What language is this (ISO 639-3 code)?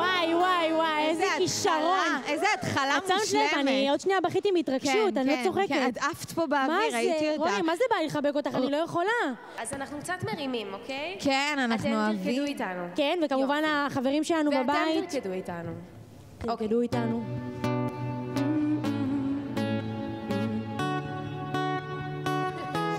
heb